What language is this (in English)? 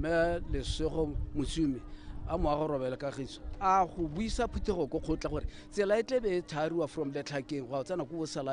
Tswana